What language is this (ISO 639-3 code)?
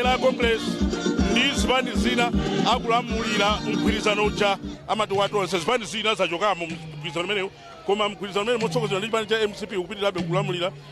nya